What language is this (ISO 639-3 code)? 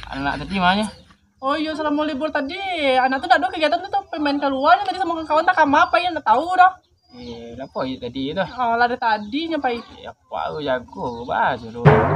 min